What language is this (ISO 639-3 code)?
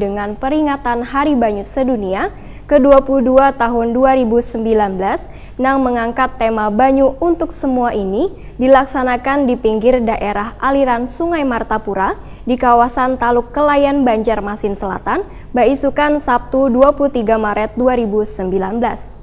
bjn